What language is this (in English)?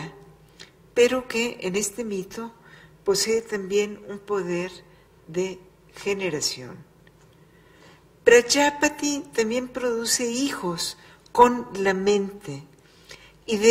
Spanish